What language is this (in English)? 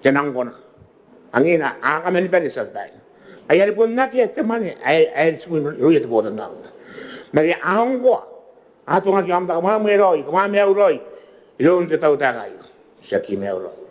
Gilbertese